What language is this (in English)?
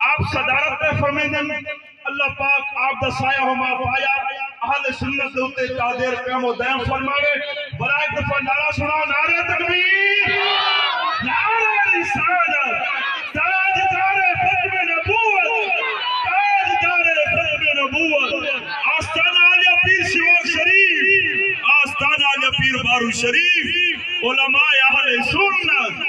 Saraiki